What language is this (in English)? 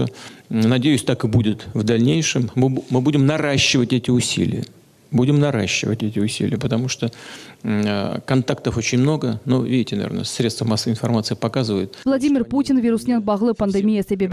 Crimean Tatar